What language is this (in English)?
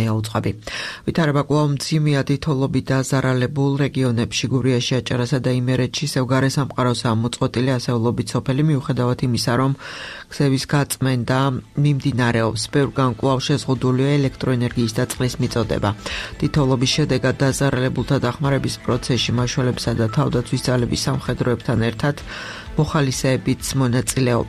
Georgian